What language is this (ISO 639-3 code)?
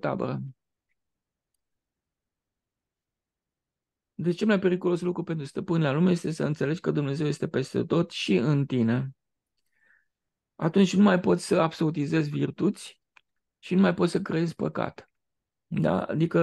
ron